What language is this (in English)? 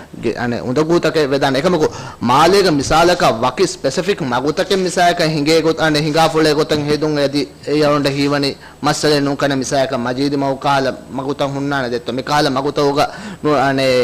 Divehi